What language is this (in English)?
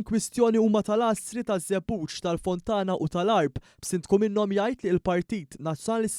Maltese